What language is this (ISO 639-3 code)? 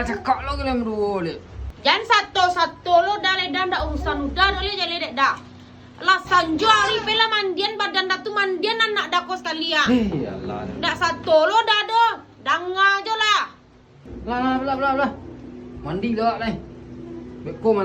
min